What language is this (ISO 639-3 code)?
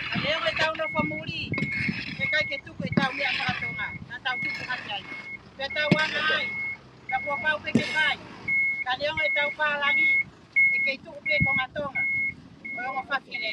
ton